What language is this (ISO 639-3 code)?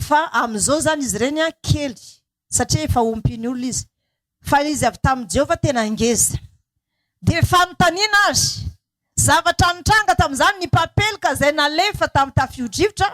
mlg